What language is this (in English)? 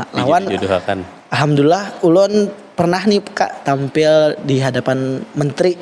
Banjar